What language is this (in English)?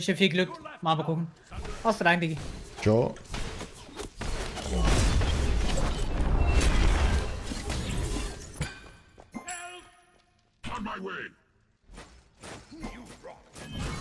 German